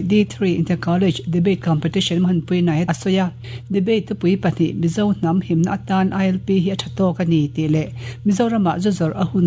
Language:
Mizo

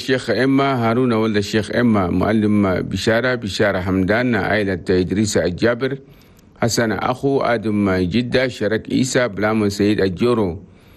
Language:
Chadian Arabic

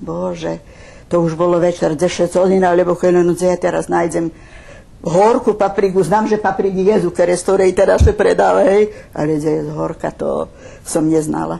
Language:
Rusyn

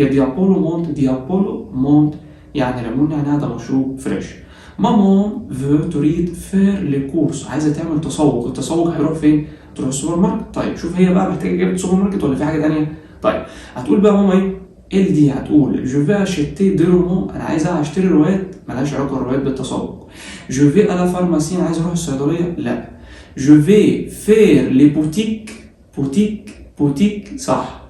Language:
Egyptian Arabic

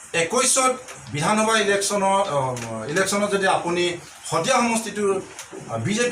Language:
Assamese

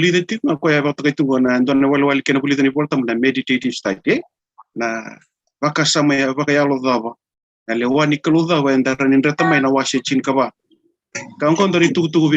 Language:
Fijian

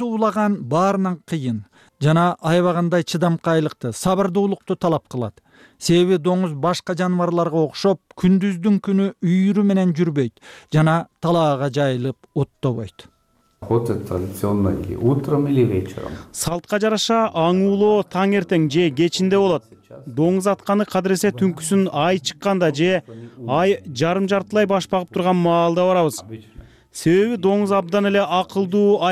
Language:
Kyrgyz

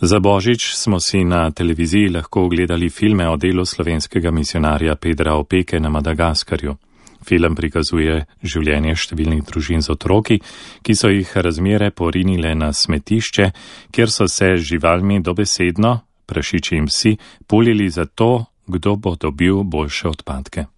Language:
Slovenian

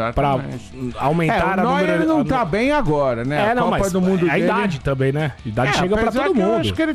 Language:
Portuguese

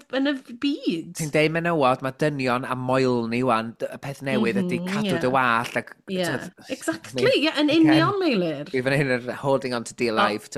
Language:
Welsh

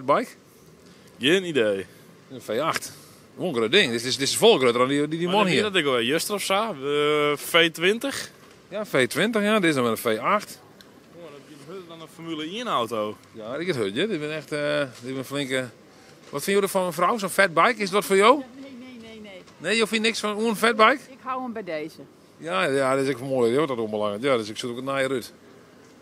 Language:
Western Frisian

